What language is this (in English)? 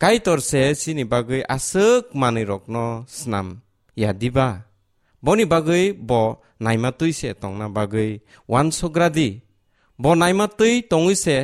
Kok Borok